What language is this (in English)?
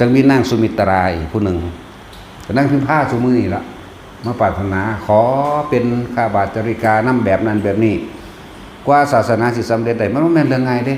Northeastern Thai